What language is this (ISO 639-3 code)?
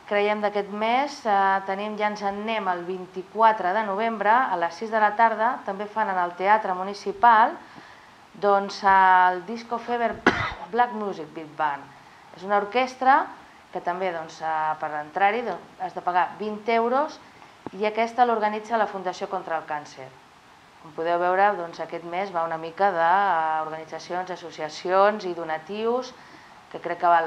cat